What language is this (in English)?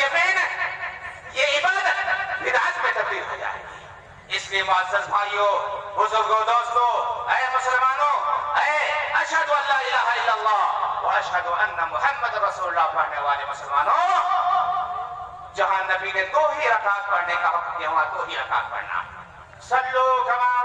Urdu